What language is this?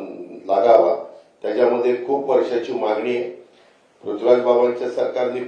Marathi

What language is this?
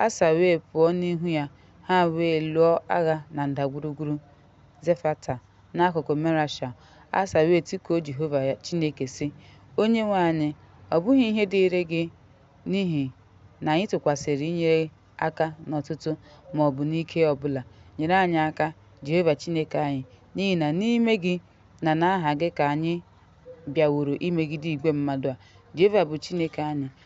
Igbo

